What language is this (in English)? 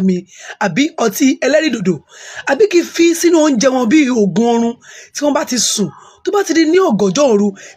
Yoruba